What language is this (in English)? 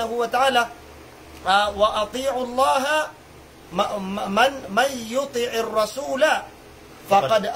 Maranao